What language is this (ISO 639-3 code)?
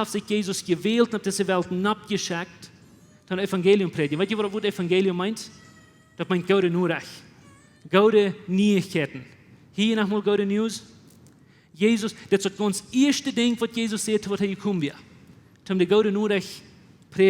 pdt